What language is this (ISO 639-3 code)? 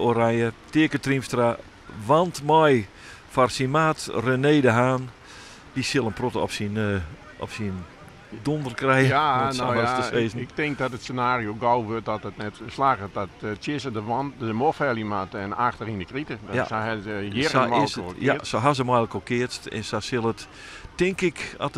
fry